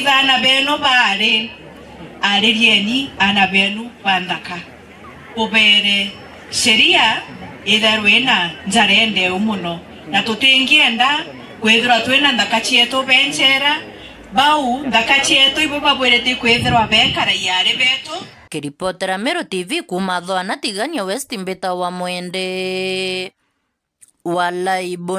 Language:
Meru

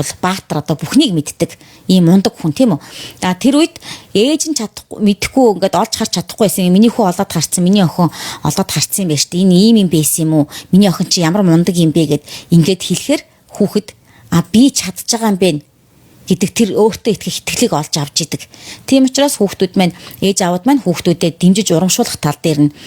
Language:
Mongolian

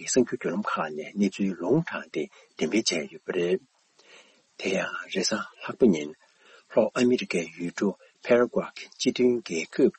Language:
Tibetan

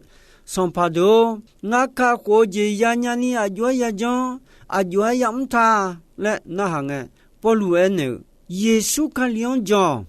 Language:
Akha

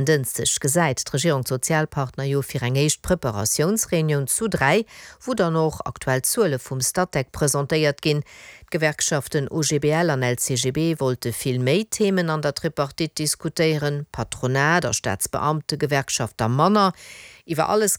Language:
Luxembourgish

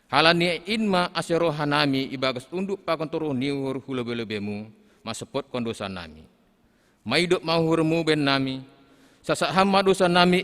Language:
Batak Simalungun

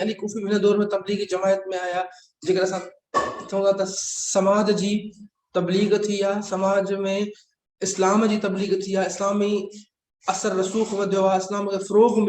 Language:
Sindhi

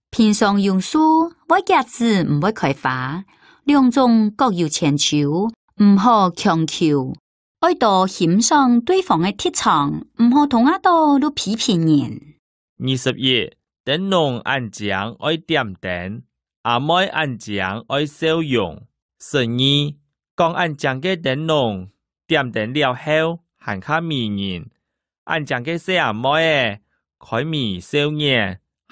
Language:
Hakka Chinese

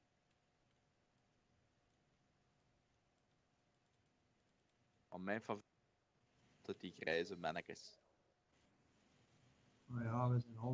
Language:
Dutch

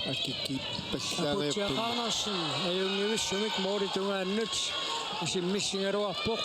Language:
Kalaallisut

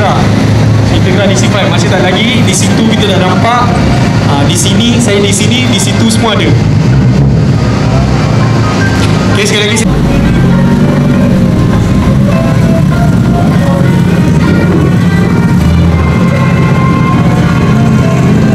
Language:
Malay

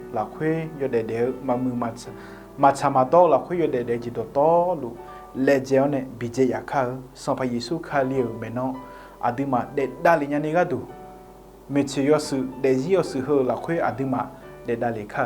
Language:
Akha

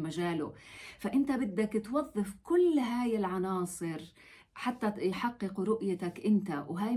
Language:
North Levantine Arabic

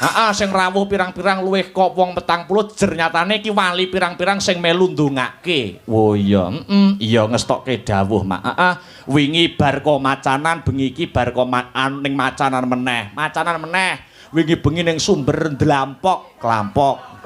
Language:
Javanese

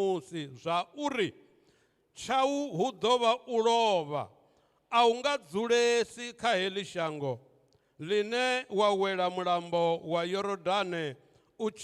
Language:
Venda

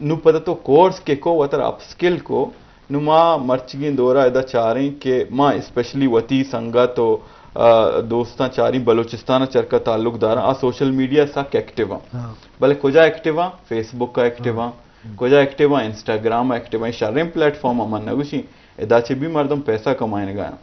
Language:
Eastern Balochi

